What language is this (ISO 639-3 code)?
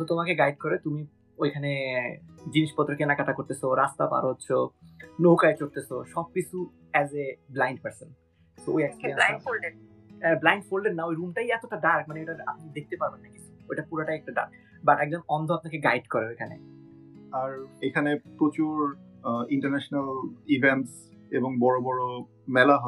ben